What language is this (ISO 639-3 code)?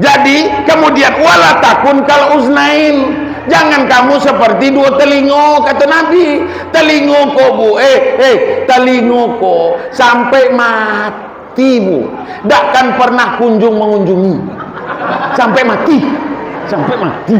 min